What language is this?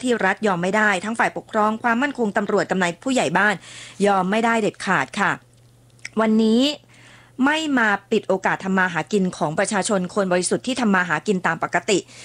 Thai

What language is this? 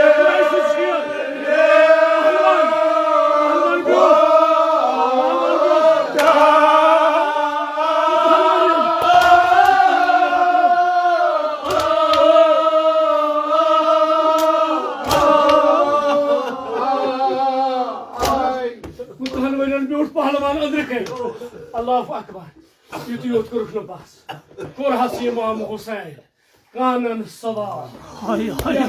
Kashmiri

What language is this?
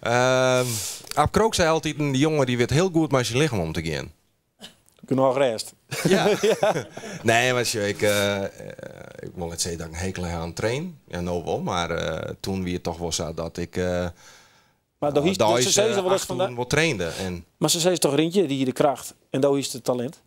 Western Frisian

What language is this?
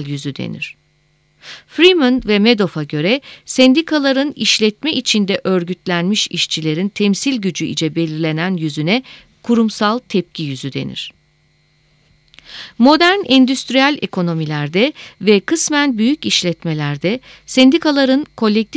Turkish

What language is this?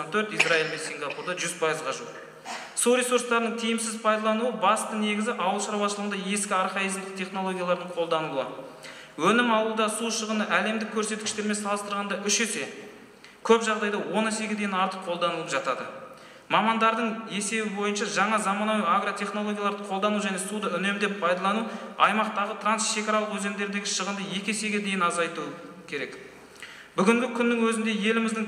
Kazakh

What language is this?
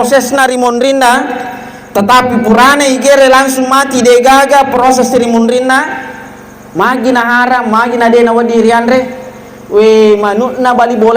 Buginese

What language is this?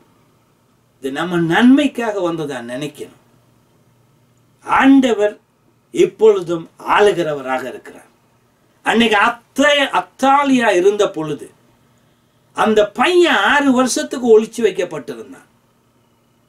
Tamil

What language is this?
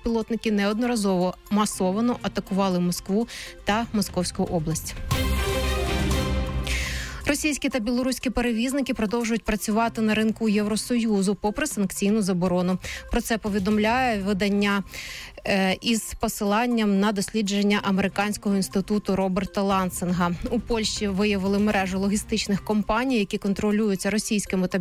Ukrainian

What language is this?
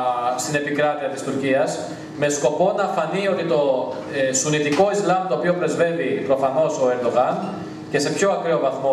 Greek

